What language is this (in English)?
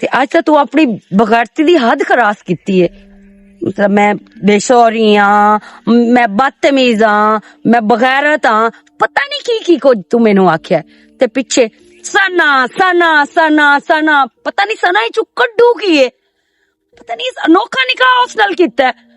Western Panjabi